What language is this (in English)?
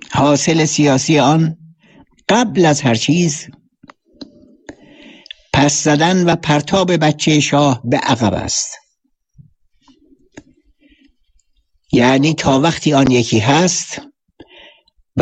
Persian